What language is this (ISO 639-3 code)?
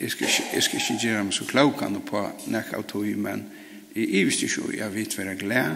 fao